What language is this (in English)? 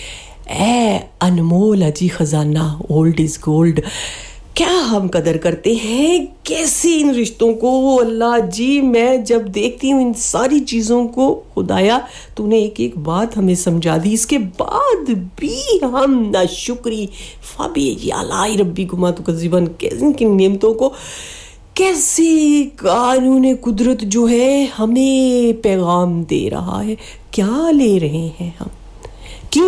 Urdu